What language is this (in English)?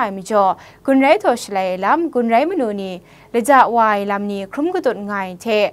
Kachin